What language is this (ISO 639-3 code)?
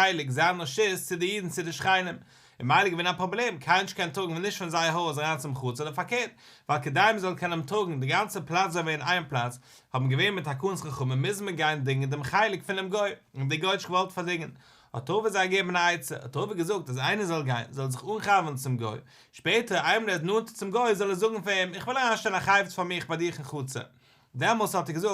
yid